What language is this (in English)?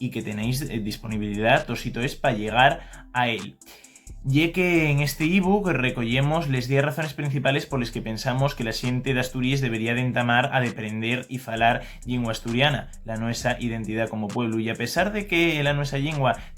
Asturian